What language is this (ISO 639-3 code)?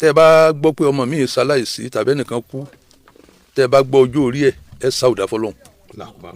yor